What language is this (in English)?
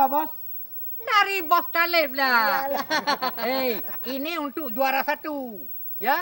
Achinese